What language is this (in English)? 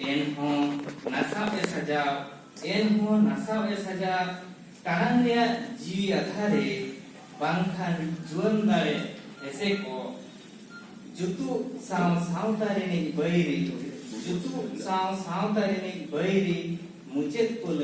Santali